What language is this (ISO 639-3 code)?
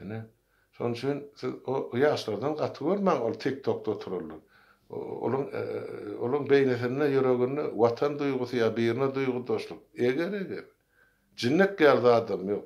tuk